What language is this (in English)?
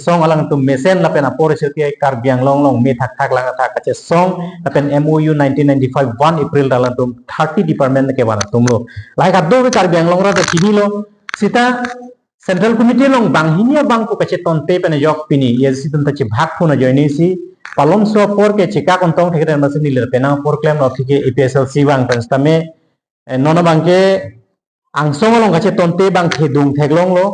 Karbi